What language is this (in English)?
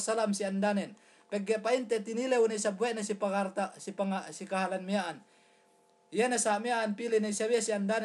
Yakan